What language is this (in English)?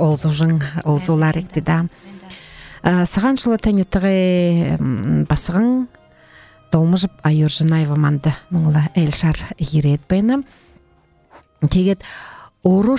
Buriat